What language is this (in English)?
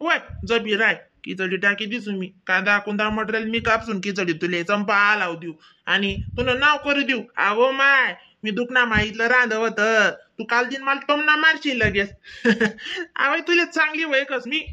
Khandesi